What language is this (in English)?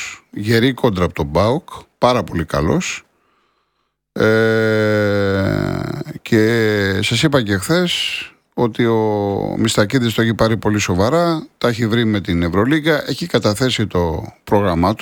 Greek